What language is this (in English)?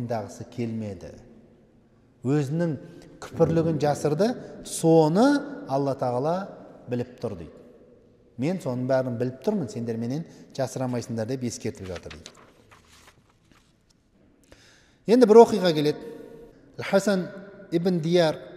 Kazakh